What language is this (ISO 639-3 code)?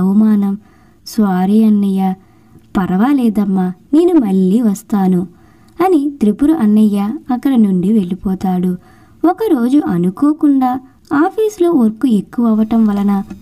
tel